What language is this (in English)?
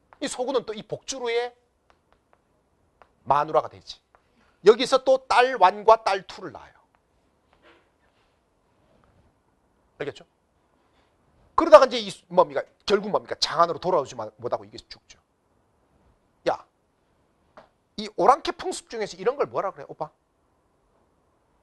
Korean